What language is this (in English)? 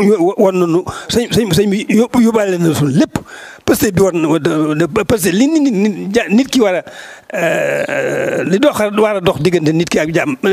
Wolof